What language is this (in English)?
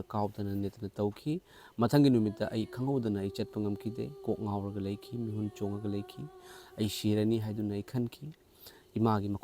Manipuri